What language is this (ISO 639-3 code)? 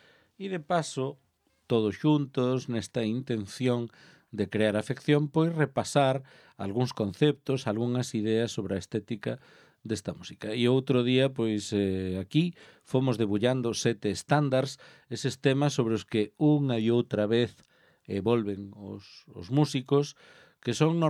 glg